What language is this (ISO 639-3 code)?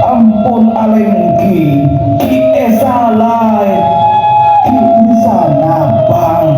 mad